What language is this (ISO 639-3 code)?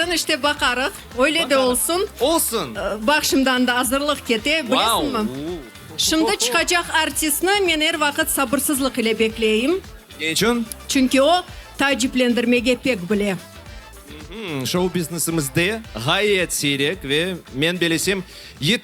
crh